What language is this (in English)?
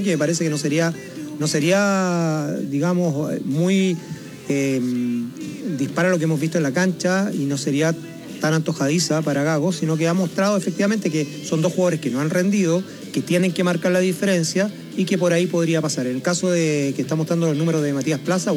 Spanish